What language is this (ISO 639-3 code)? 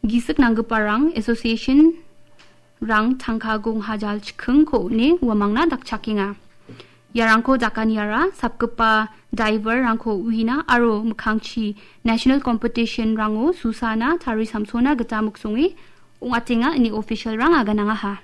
grt